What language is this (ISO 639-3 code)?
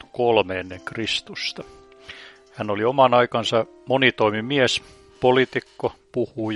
fin